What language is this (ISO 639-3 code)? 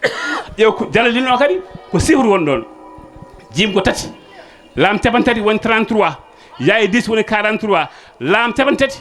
ful